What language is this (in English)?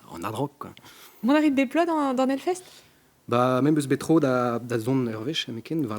Breton